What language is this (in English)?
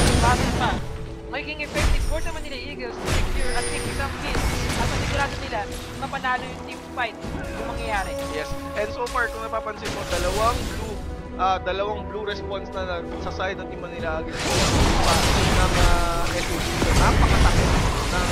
Filipino